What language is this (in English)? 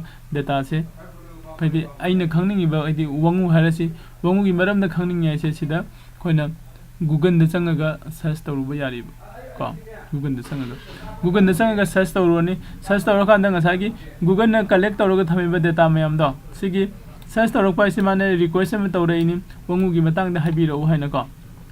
Manipuri